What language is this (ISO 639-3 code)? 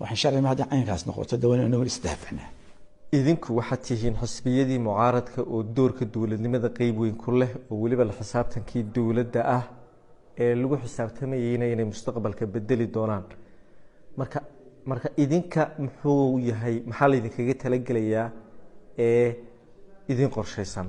som